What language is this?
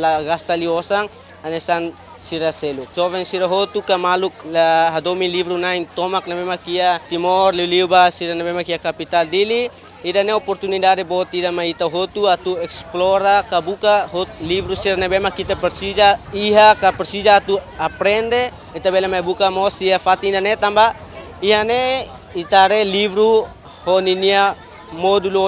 Tetum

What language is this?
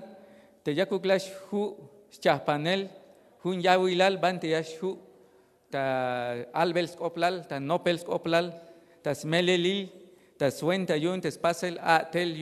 Tzeltal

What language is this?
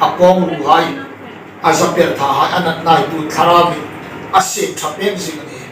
Hmar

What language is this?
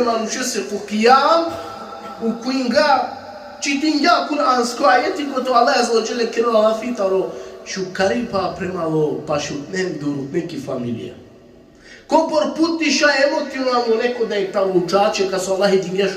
Balkan Romani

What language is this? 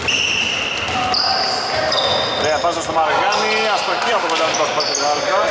Greek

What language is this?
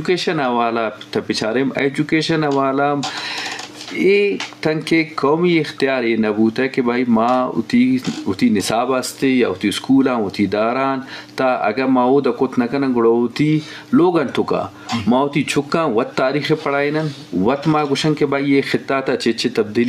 Eastern Balochi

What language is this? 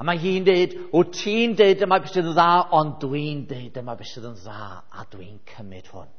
Welsh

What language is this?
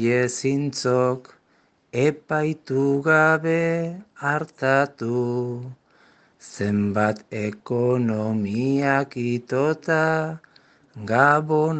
Basque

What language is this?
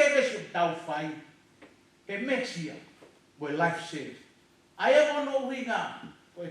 Tongan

